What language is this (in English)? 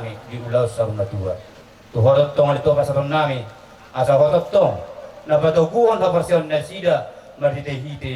Batak Toba